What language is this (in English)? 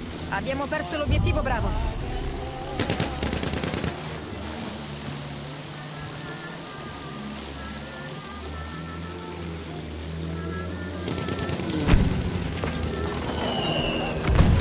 Italian